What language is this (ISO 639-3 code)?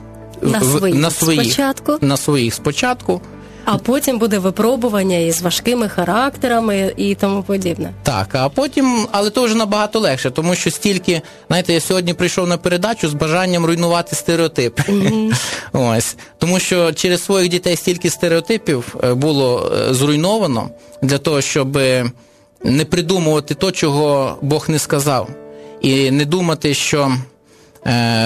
ukr